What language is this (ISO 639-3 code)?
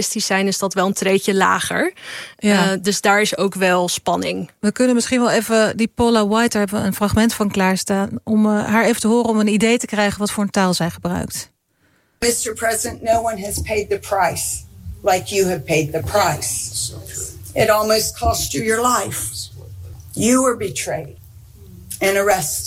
nld